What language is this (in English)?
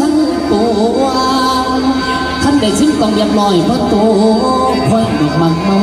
Northeastern Thai